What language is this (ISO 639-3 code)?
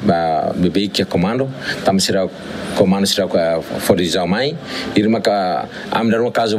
tet